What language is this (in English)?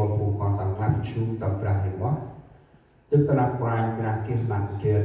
Central Mnong